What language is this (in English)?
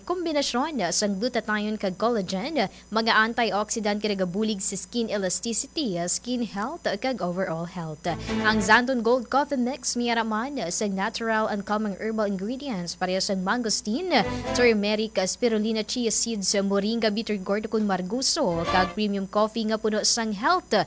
Hiligaynon